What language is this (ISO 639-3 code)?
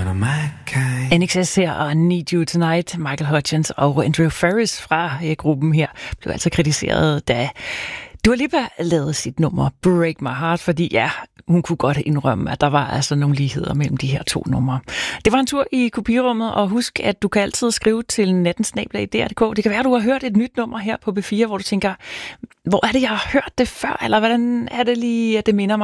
dan